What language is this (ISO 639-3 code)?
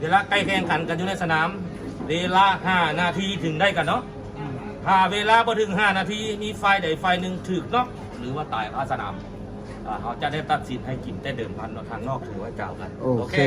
lao